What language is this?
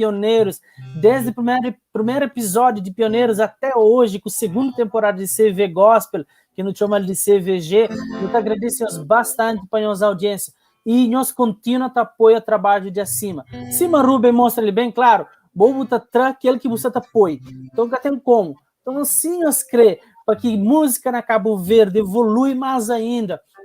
Kabuverdianu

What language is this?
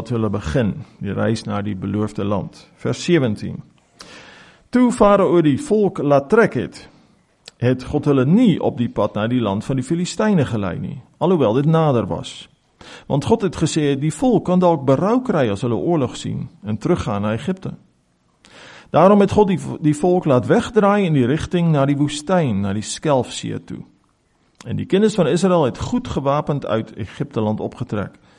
Afrikaans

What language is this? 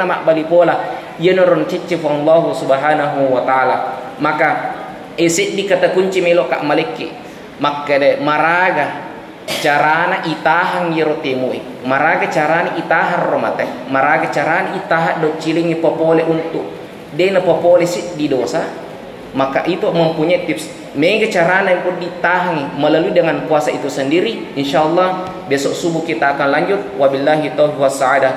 Buginese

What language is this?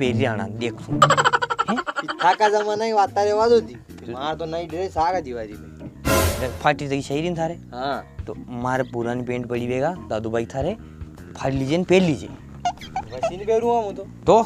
Rajasthani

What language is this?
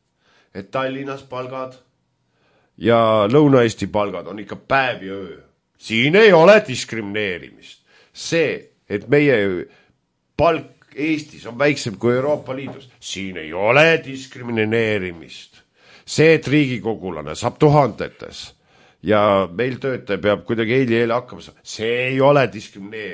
Estonian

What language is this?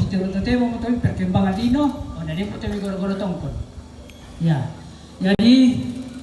Toraja-Sa'dan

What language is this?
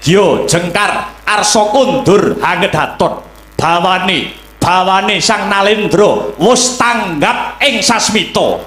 Javanese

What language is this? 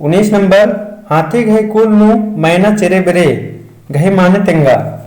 Kurukh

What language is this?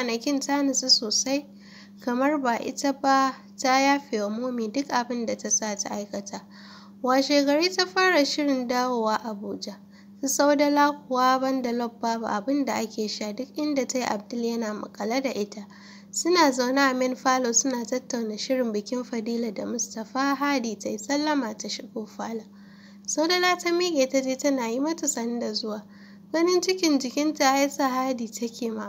Hausa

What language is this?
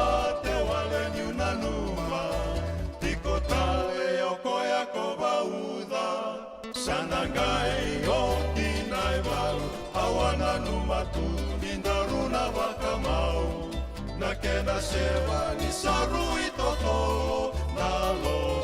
Fijian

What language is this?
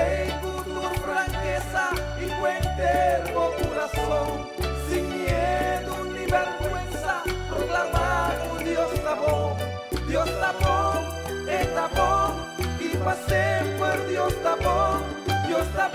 Papiamento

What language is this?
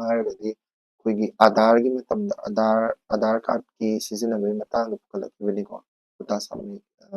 Manipuri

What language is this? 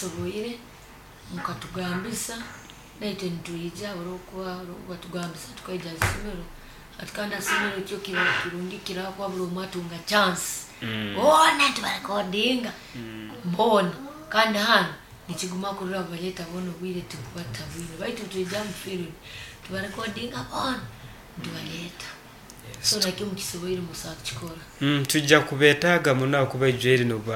Nyoro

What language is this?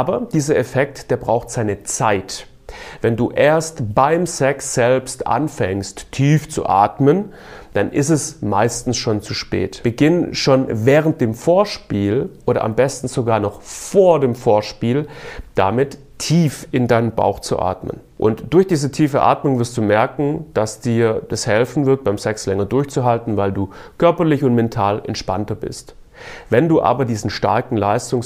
German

